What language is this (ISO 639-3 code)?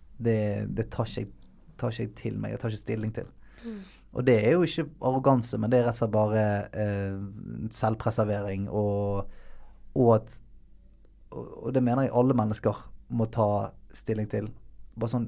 nor